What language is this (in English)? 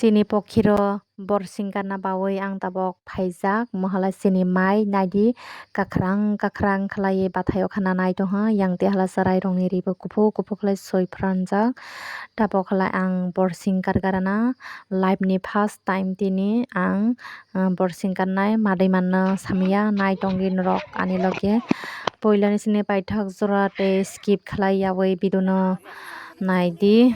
Kok Borok